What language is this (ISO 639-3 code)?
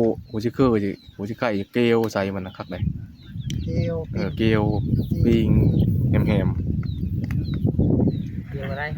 tts